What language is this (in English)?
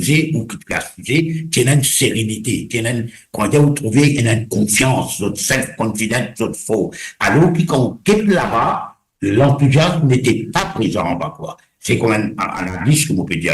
Morisyen